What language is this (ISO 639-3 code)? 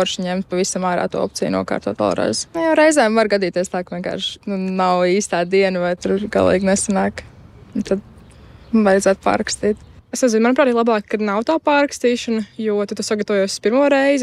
lav